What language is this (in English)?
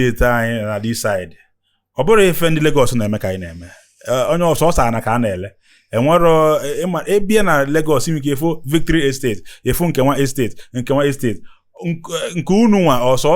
Igbo